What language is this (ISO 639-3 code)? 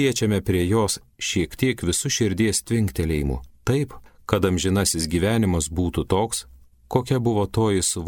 lit